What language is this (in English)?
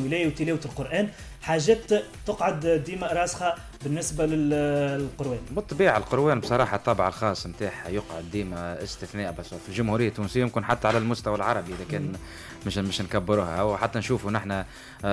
Tunisian Arabic